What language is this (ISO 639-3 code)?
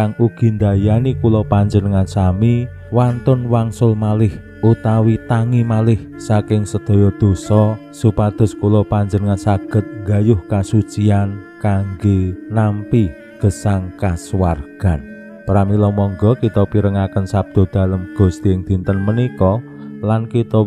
jav